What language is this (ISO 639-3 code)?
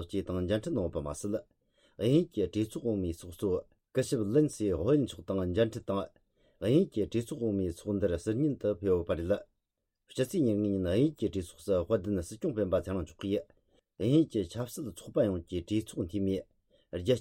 bod